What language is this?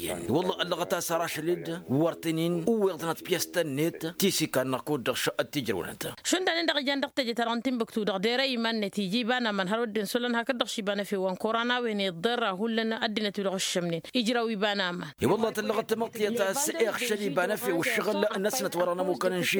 Tamasheq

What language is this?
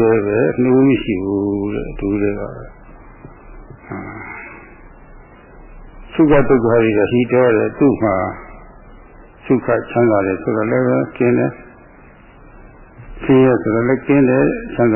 Burmese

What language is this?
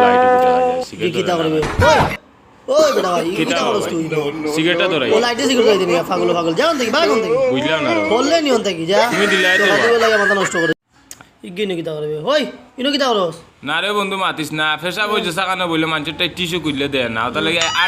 Sylheti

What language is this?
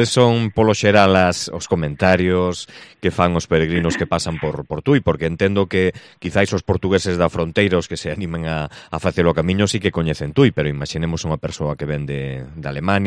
Galician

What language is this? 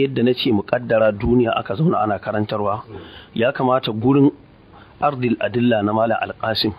Hausa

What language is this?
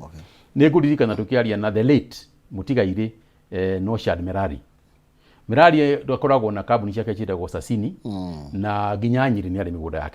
Kikuyu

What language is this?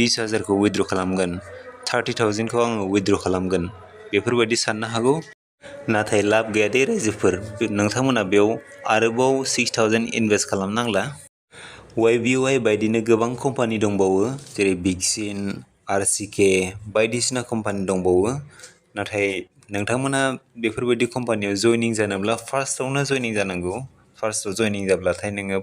Bodo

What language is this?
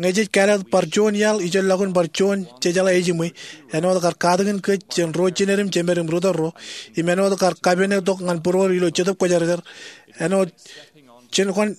Marshallese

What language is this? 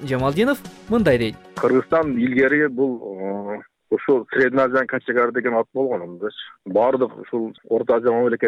Kyrgyz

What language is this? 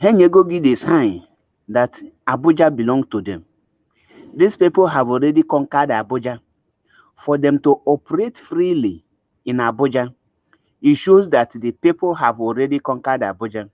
Igbo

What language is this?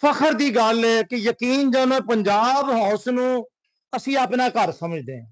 Western Panjabi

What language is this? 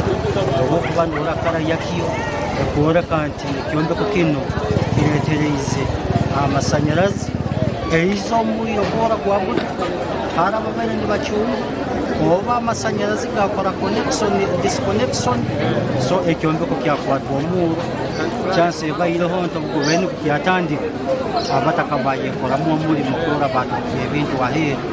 Nyankole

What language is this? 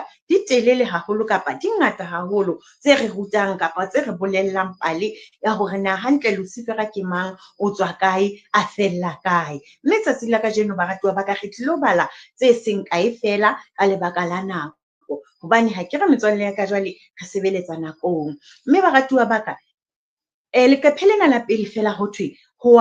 Southern Sotho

